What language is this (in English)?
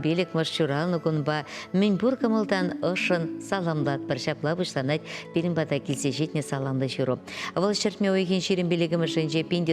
Chuvash